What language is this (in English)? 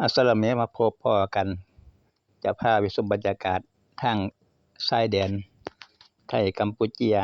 Northeastern Thai